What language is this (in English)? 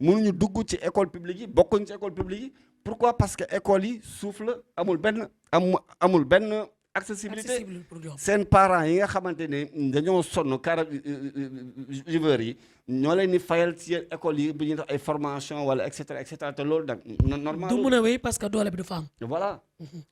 Wolof